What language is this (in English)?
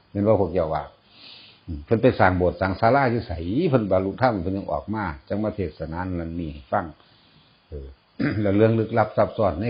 Northeastern Thai